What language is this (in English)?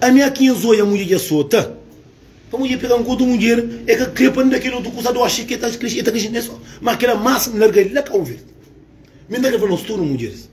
Kabuverdianu